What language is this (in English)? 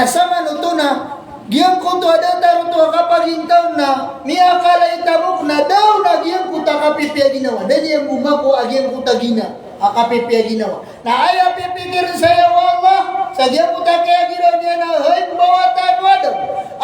Maranao